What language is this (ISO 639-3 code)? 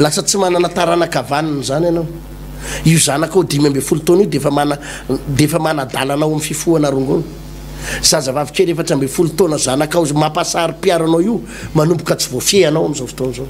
mlg